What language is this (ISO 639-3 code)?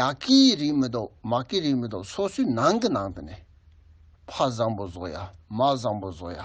bod